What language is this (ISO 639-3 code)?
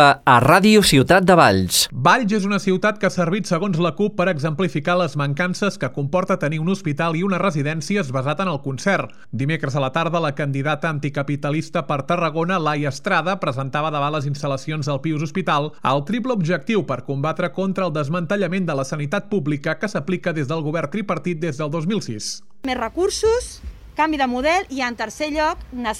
cat